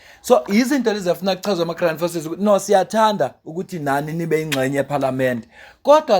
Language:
Zulu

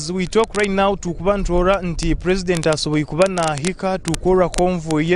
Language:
Nyoro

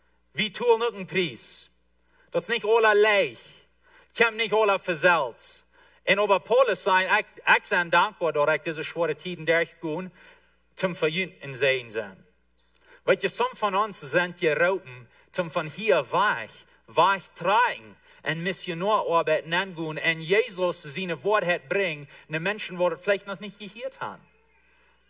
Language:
Plautdietsch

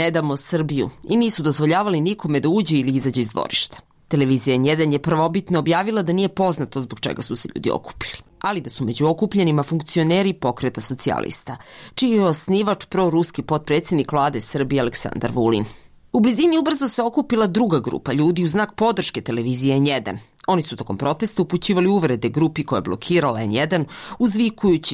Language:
Bosnian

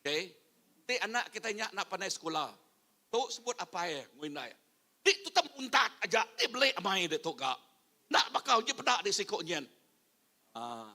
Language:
Iban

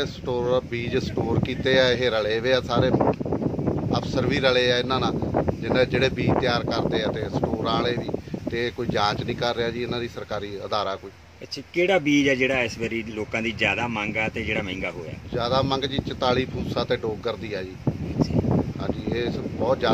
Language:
Punjabi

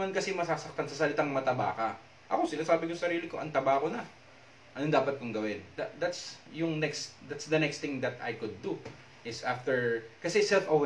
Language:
Filipino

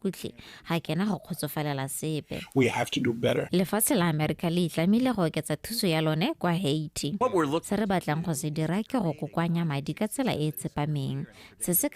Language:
Tswana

